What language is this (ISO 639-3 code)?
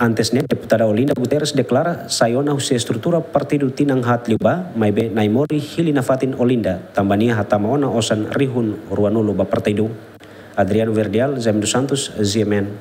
tet